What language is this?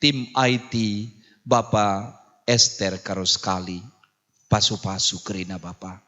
Batak Karo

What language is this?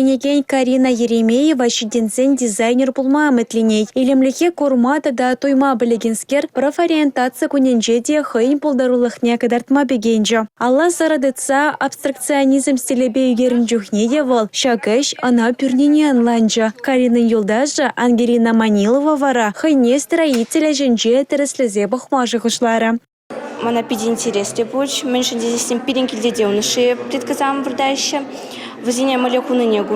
Chuvash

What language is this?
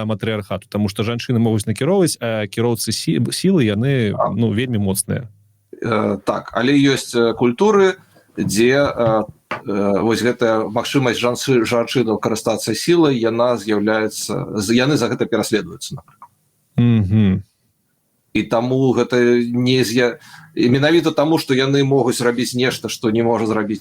Belarusian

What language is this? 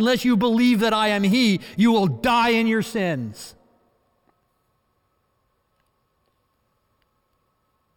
English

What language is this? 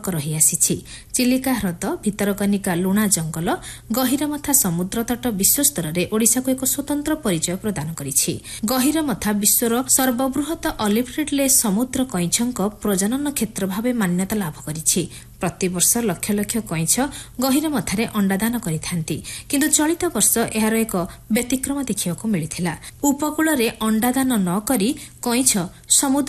Odia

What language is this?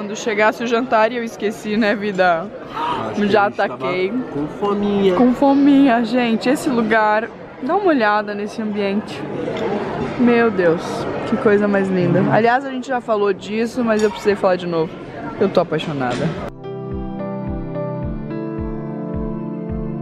Portuguese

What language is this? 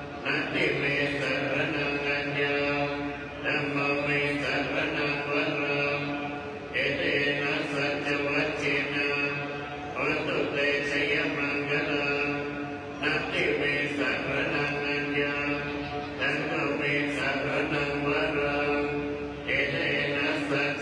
Pali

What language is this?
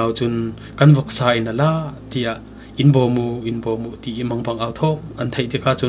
Falam Chin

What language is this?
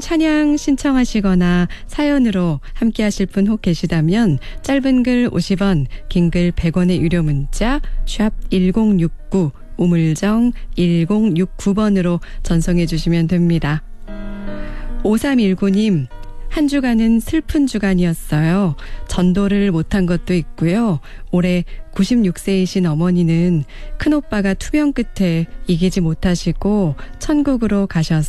Korean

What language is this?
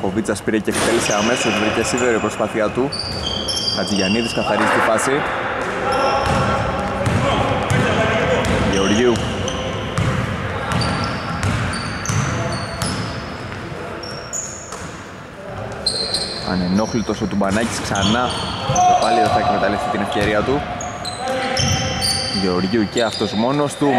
Greek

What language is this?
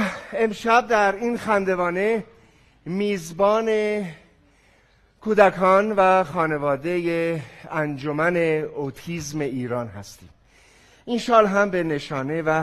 Persian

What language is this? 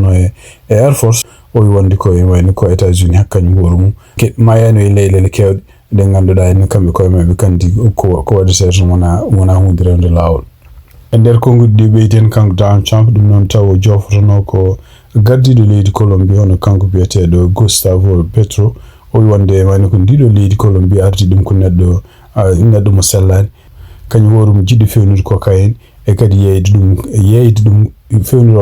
Fula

